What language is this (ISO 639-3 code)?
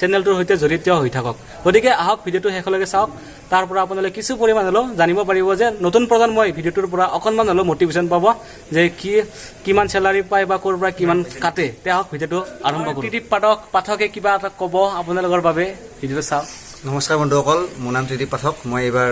asm